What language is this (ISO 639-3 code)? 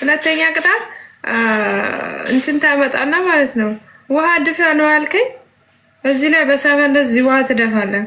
amh